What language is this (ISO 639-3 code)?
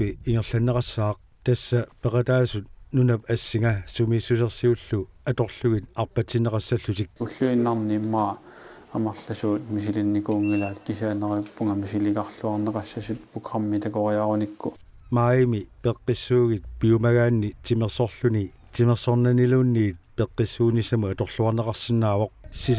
kal